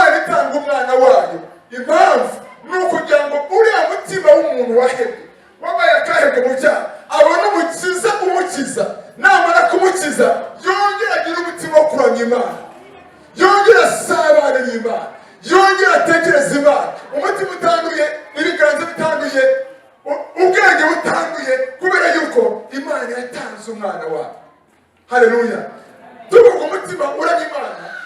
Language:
Kinyarwanda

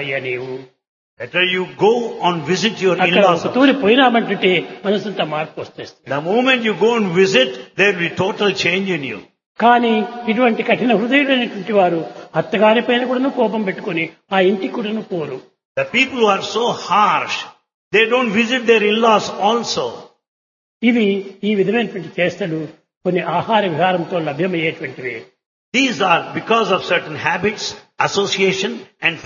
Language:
Telugu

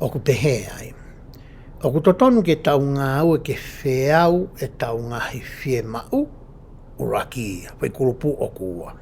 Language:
Tongan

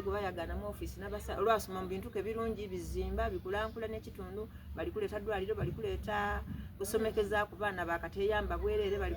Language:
Soga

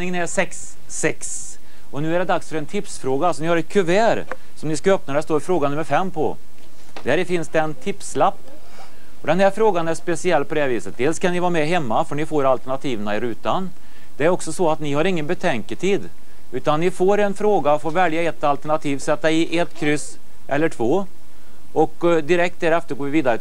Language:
Swedish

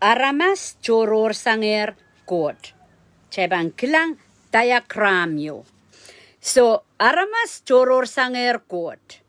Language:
Pohnpeian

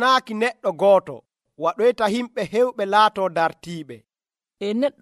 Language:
Nigerian Fulfulde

